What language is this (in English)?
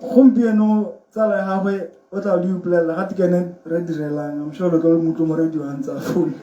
Tswana